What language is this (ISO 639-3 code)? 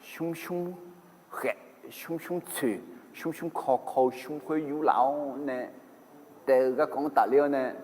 ahk